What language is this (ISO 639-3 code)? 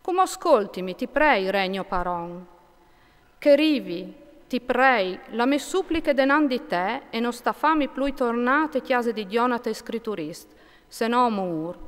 fur